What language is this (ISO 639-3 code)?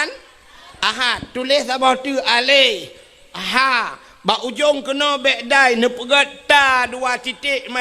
ace